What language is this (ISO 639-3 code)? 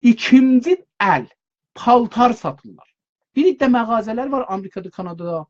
azb